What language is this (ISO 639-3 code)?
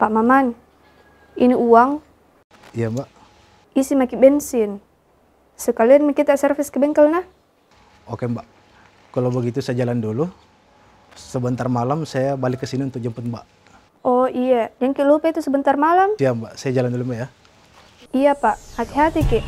mfp